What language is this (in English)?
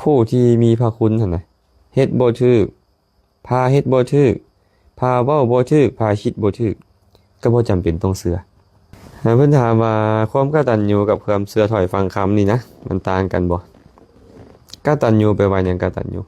Lao